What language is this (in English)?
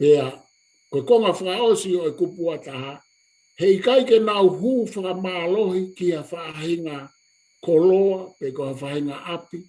Tongan